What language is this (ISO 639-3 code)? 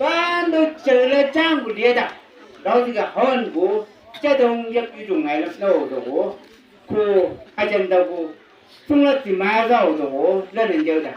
nbc